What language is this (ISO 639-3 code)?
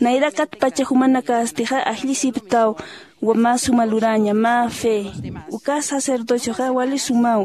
aym